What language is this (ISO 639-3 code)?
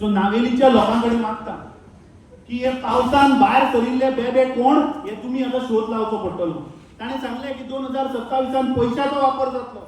kok